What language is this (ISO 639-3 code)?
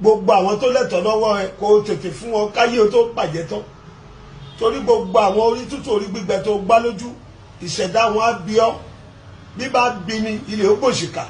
yor